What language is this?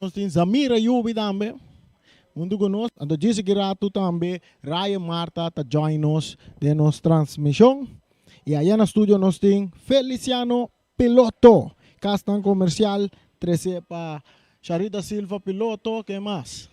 Papiamento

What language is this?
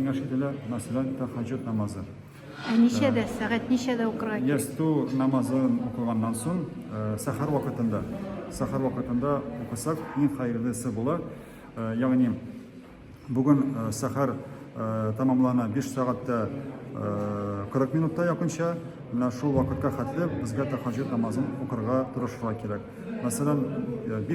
Tatar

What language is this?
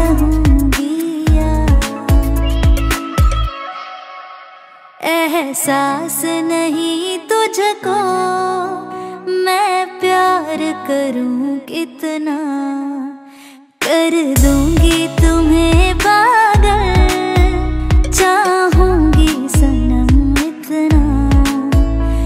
Hindi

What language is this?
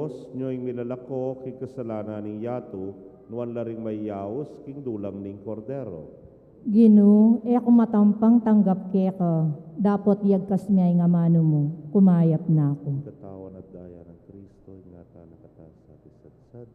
Pampanga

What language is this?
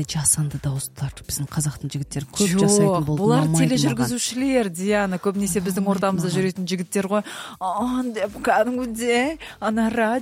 Kazakh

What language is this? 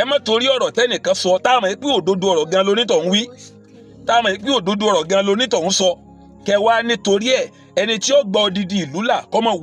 Yoruba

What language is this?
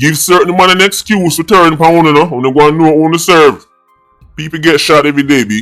Jamaican Creole English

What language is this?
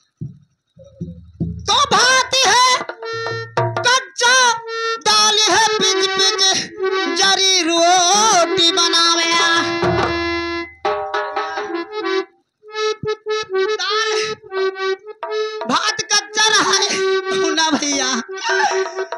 Bhojpuri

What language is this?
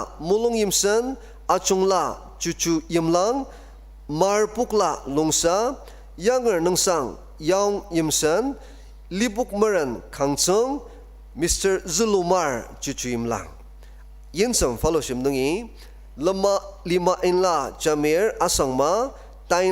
Ao Naga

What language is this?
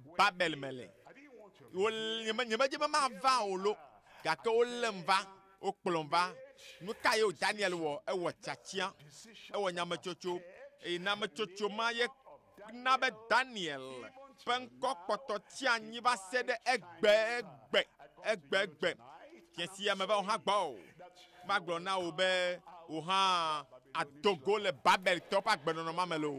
Ewe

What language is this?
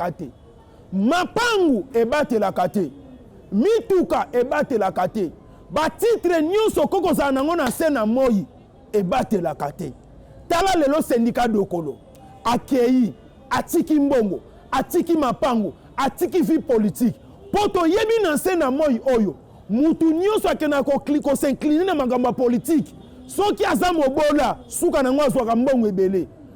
Lingala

